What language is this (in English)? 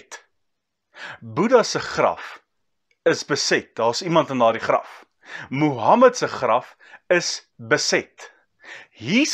Afrikaans